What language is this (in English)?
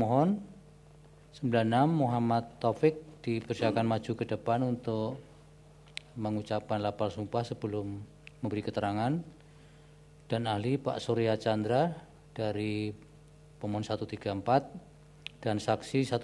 Indonesian